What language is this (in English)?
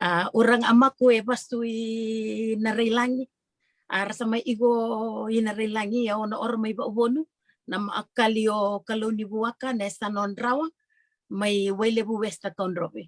Fijian